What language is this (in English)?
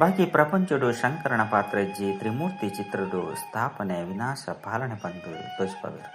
Tulu